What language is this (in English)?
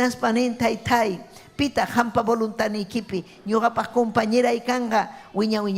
Ayacucho Quechua